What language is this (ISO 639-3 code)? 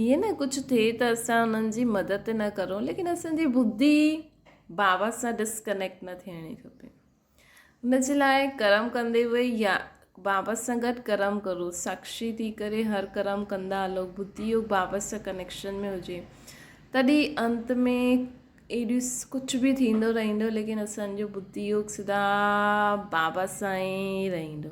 snd